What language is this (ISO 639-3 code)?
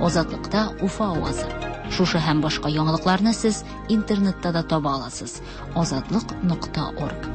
tat